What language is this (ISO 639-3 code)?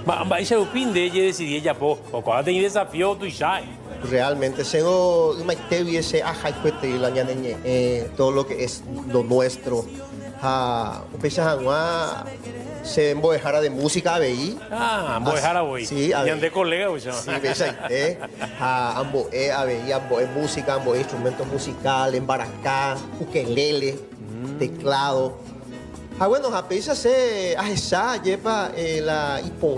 grn